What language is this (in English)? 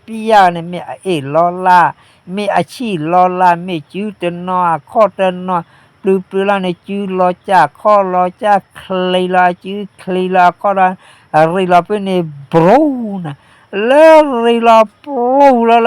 S'gaw Karen